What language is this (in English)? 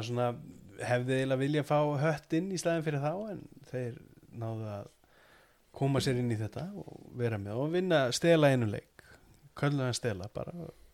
Icelandic